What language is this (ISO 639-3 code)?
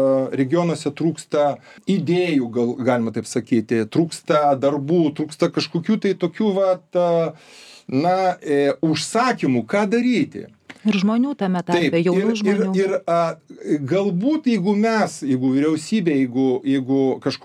lit